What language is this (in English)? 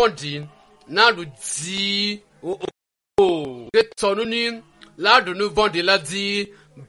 Ewe